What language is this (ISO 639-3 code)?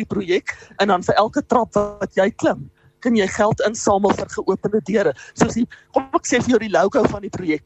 afr